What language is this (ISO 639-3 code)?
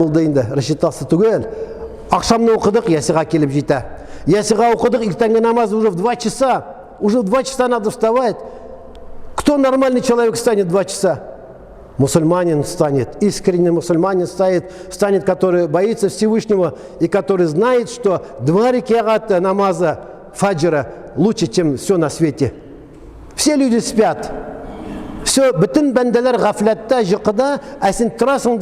tat